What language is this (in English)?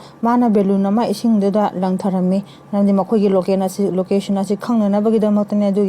Manipuri